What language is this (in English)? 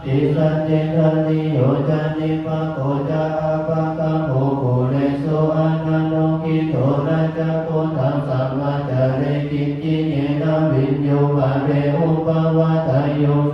Pali